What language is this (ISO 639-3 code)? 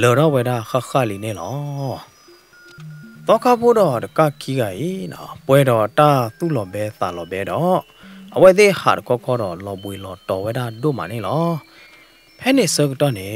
ksw